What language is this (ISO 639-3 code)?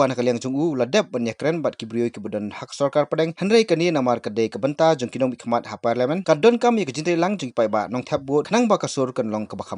kha